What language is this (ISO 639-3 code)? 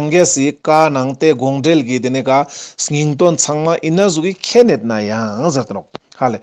lbj